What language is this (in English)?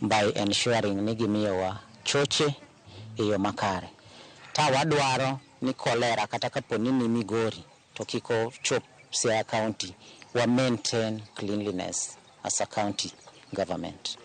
Luo (Kenya and Tanzania)